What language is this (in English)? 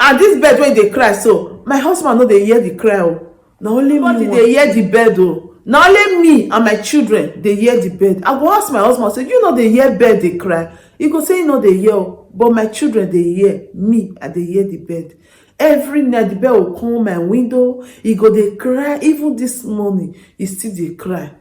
Nigerian Pidgin